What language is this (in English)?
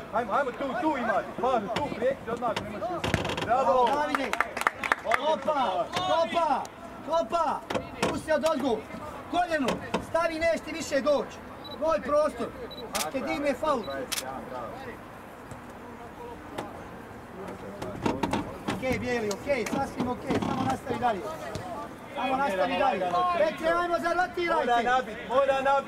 Croatian